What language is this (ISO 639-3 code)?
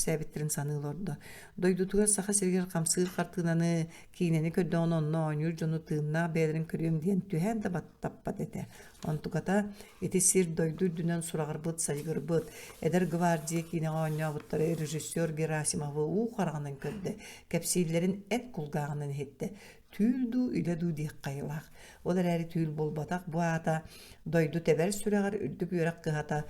sah